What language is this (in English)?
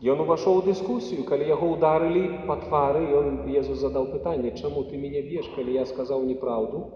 Belarusian